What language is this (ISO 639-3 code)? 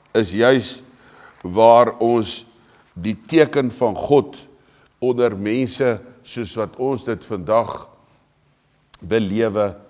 afr